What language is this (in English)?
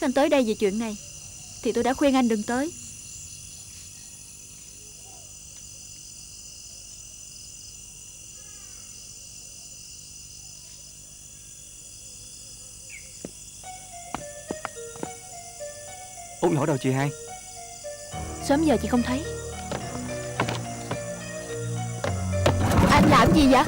Vietnamese